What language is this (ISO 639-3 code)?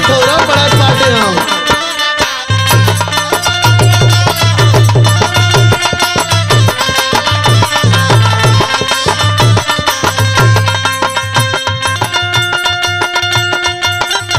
bho